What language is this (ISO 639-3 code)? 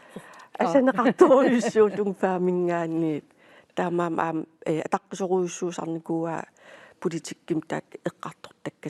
kal